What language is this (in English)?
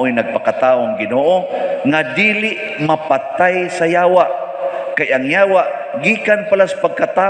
Cebuano